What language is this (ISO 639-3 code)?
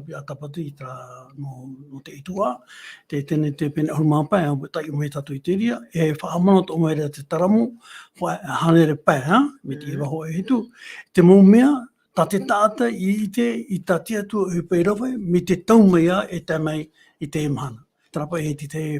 tah